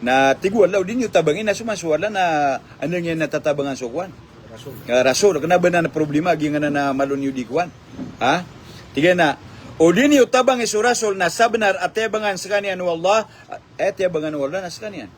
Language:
Maranao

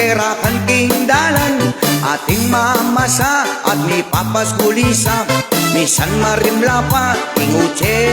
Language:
Pampanga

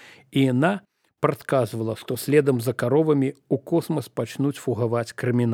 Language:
Belarusian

